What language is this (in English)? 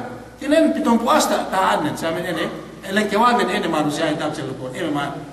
Yakan